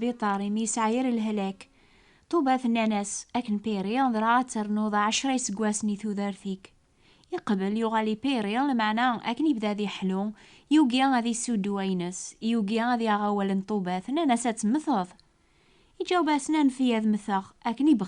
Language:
Kabyle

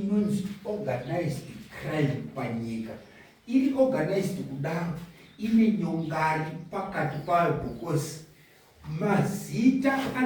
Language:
Shona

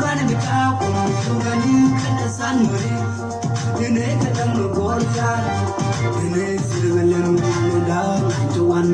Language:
Nuer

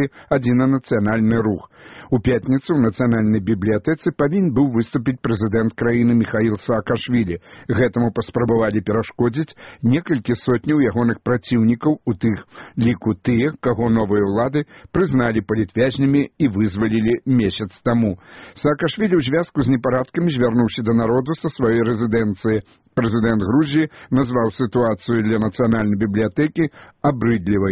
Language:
Belarusian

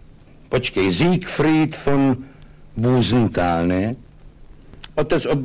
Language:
Czech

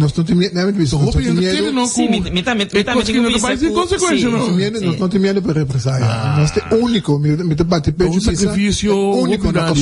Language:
Papiamento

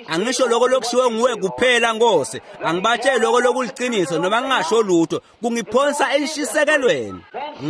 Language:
Swati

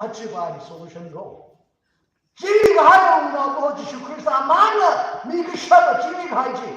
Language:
Tangkhul Naga (India)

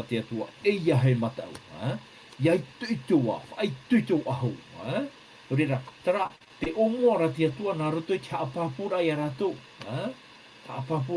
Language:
Tahitian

